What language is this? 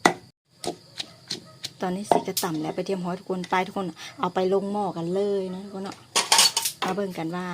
Lao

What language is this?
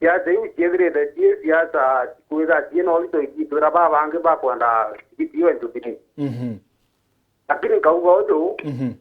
Meru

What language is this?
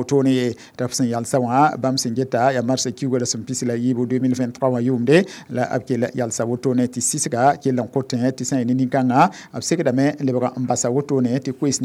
Mossi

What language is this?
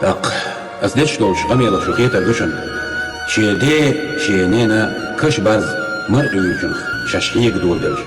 Chechen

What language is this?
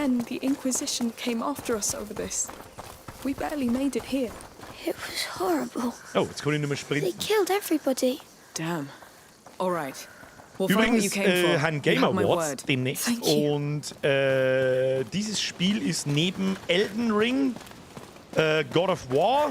Bavarian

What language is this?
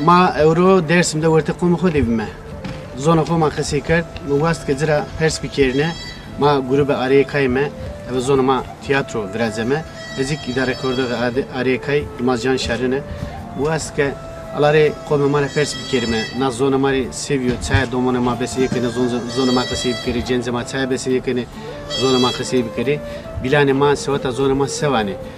Zaza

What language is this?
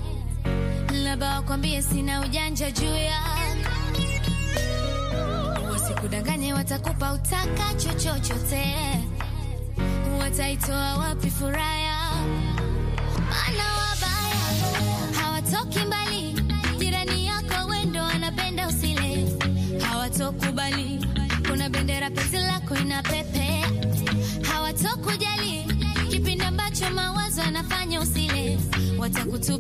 Swahili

